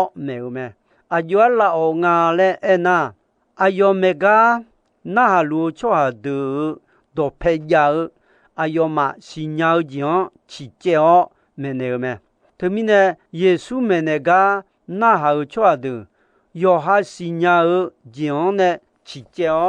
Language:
Akha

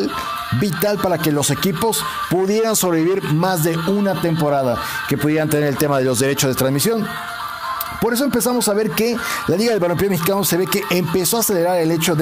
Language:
Spanish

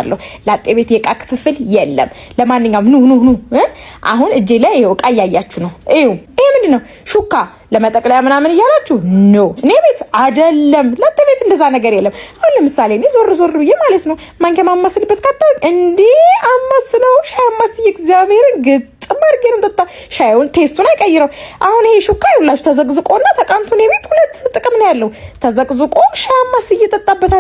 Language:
Amharic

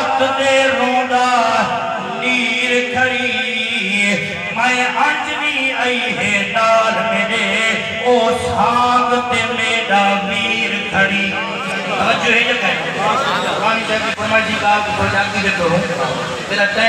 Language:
Saraiki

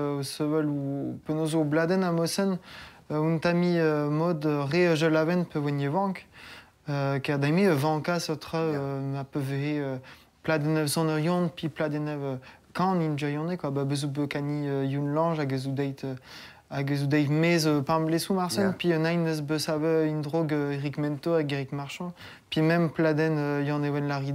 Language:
Breton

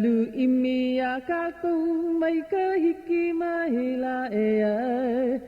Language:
Hawaiian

